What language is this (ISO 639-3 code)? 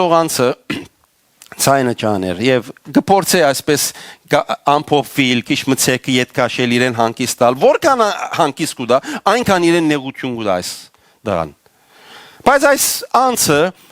hyw